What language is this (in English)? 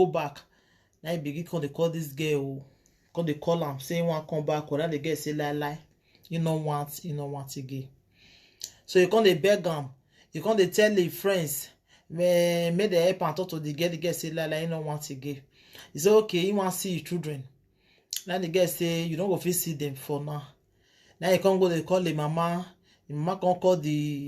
Nigerian Pidgin